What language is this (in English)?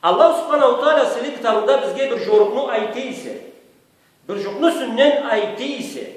Karachay-Balkar